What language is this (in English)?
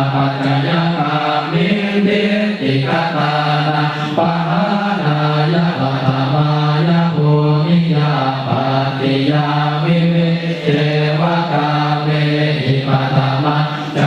Pali